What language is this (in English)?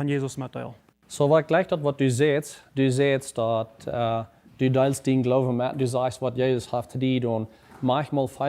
Plautdietsch